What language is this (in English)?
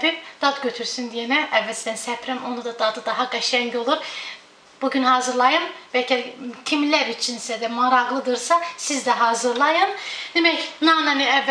Azerbaijani